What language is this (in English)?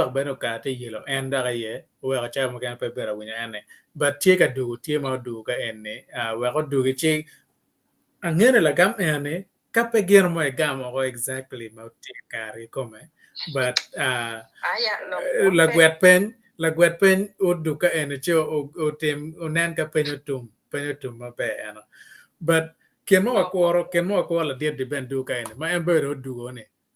Acoli